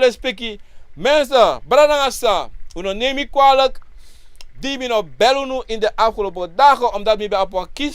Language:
Sranan Tongo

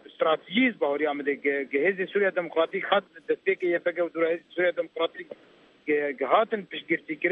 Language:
Kurdish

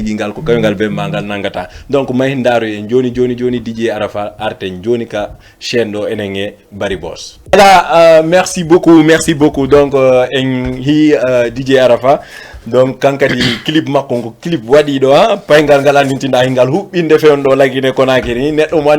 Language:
Fula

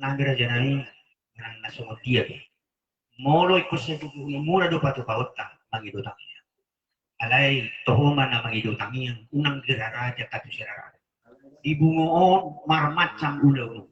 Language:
Batak Toba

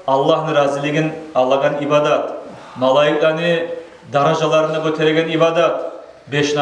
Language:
Kumyk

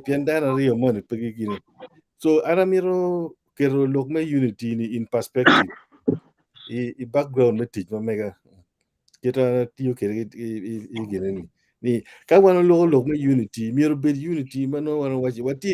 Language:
Acoli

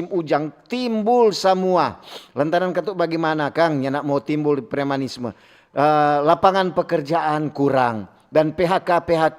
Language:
Manado Malay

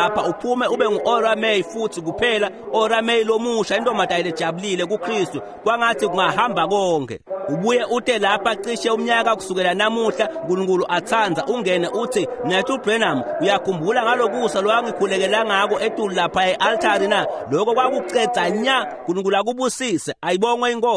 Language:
Swati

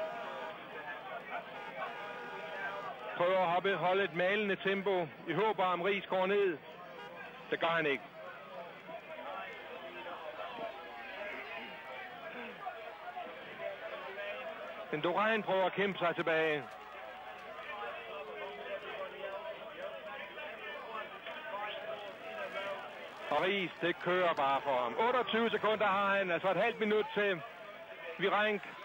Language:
Danish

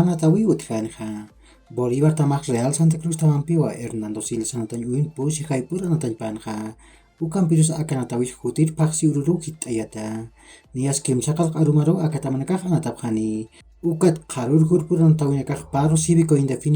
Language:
Aymara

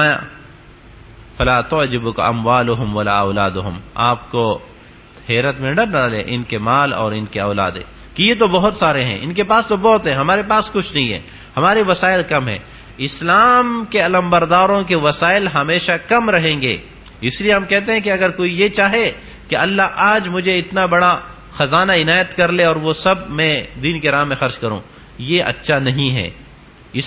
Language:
Urdu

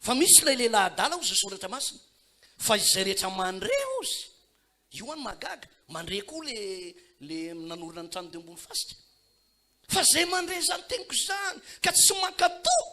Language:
Malagasy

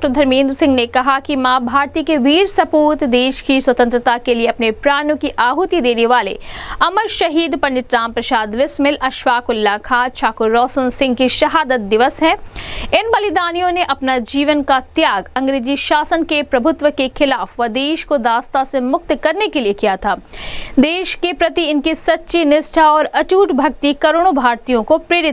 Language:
Hindi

